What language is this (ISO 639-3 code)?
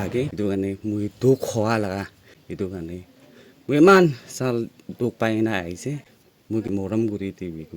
nag